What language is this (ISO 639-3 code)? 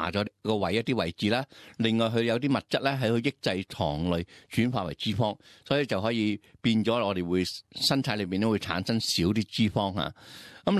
yue